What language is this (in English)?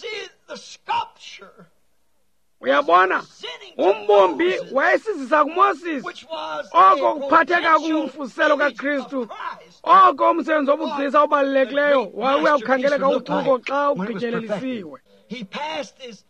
Xhosa